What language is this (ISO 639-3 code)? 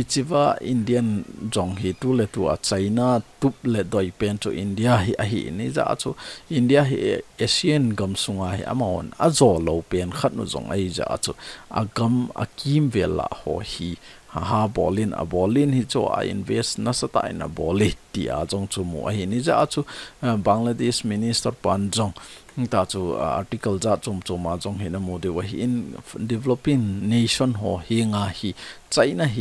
tcz